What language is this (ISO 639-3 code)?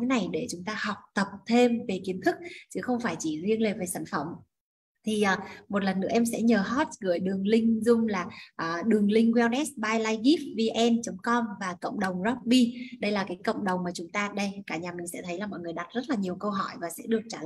vie